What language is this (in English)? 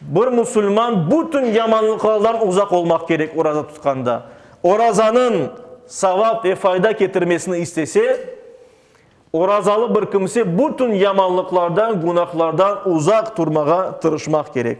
Crimean Tatar